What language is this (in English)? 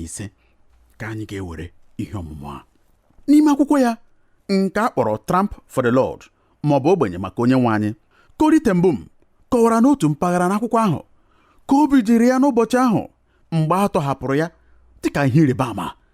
Igbo